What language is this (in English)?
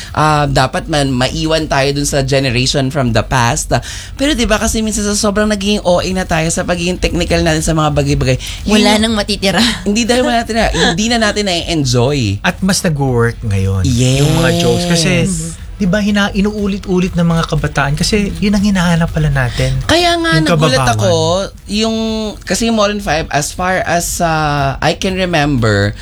Filipino